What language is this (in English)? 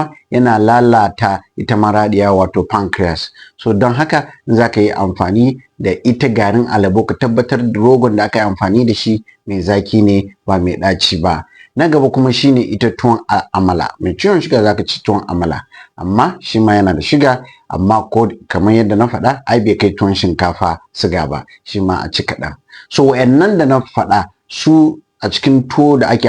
Hausa